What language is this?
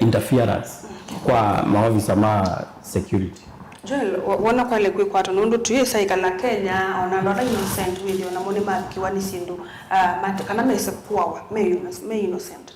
Kamba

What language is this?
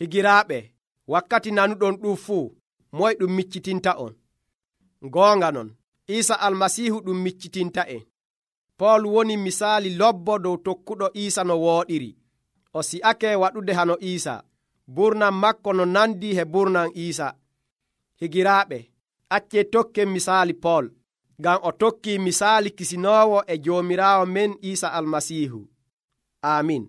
Nigerian Fulfulde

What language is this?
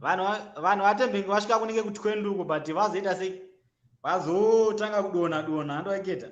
Shona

